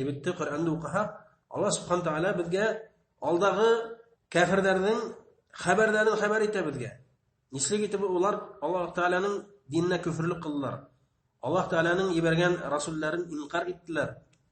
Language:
Bashkir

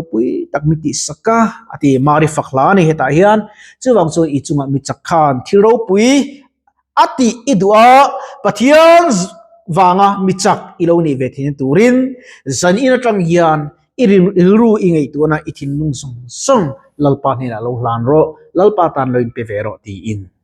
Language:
Mizo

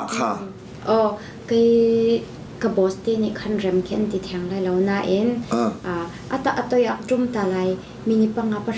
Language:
Hakha Chin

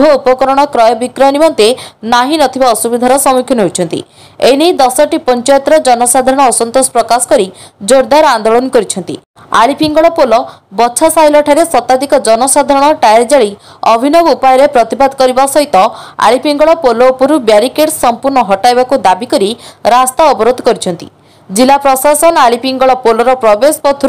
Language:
Odia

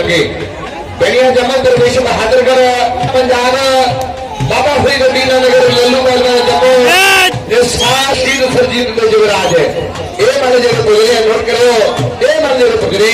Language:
Dogri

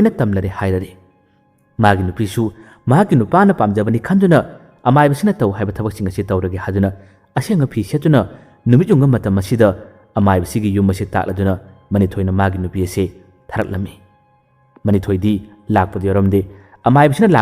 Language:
Manipuri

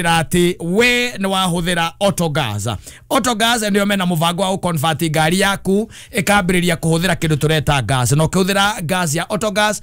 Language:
Kikuyu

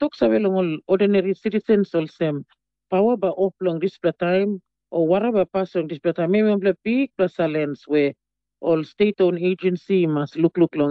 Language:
Tok Pisin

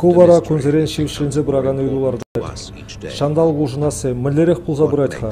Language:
Chuvash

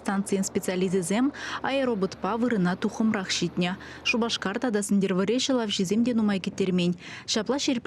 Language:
Chuvash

